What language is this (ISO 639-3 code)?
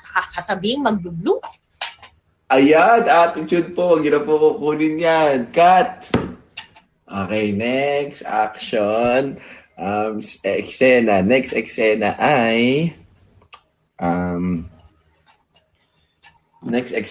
fil